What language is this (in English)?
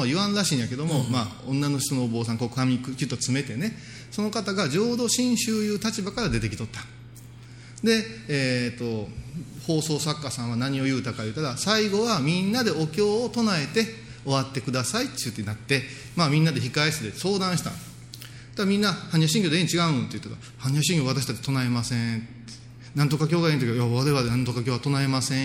Japanese